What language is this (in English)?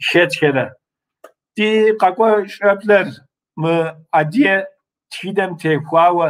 Kabardian